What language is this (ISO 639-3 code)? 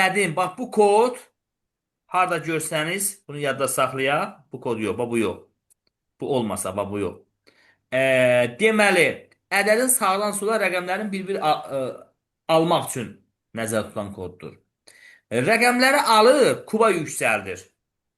aze